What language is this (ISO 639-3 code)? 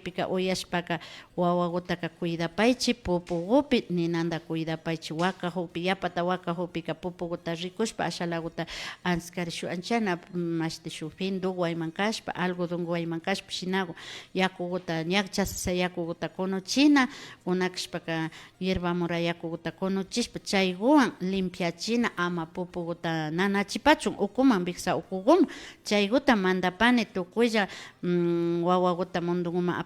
qvi